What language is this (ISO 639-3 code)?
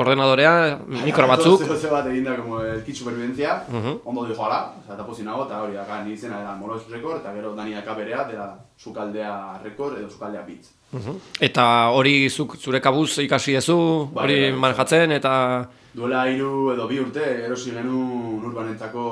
eus